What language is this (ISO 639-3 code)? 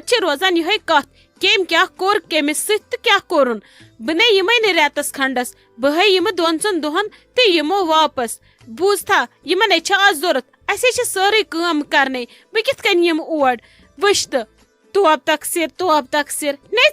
kas